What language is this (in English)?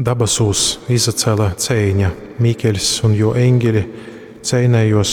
Latgalian